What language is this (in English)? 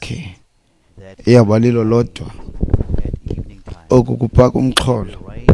Xhosa